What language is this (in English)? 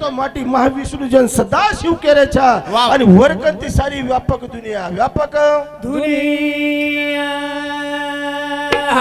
Lambadi